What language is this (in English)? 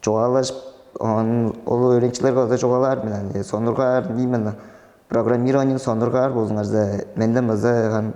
Tuvinian